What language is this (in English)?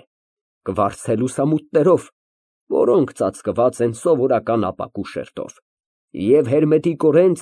Armenian